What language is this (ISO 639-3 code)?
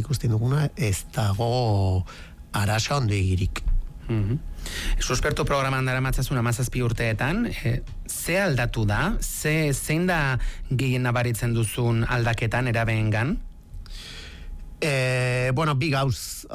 eus